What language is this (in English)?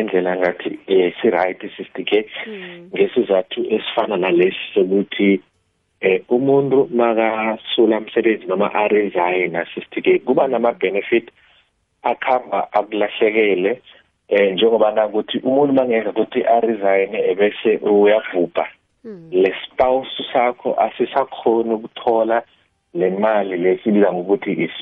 South Ndebele